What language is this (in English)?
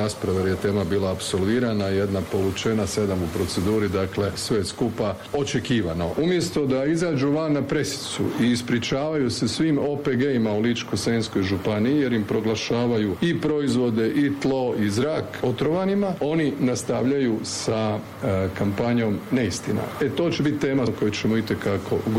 Croatian